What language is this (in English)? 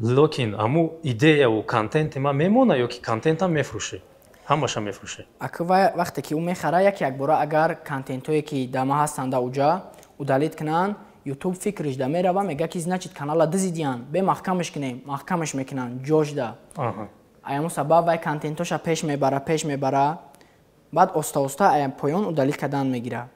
Tajik